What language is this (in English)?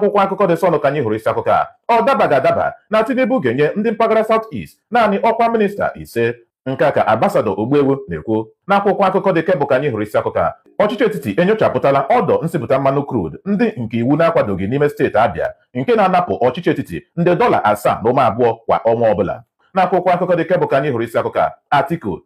Igbo